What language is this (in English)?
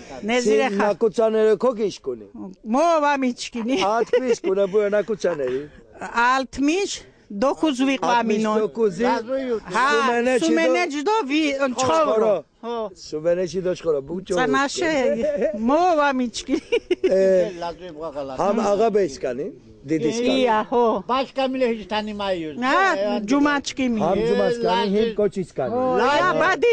Laz